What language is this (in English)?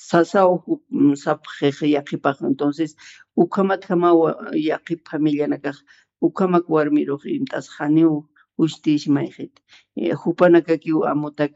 Aymara